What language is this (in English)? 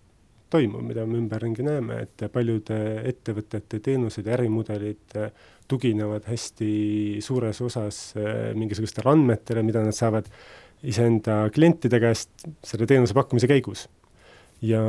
Estonian